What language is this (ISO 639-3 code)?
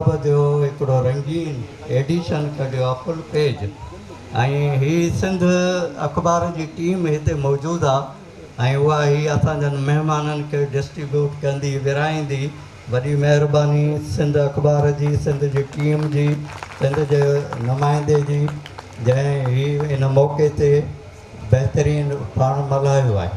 snd